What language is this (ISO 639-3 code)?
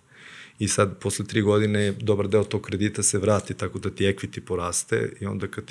srp